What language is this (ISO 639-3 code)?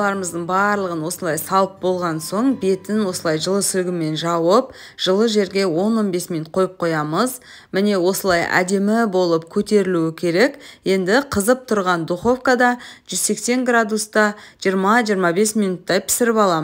kaz